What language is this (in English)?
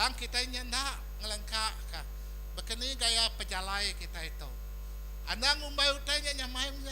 Iban